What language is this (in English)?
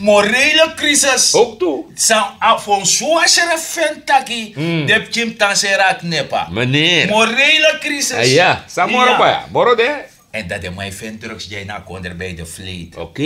Sranan Tongo